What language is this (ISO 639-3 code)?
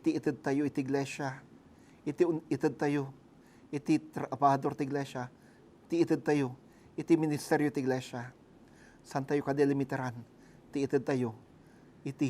ilo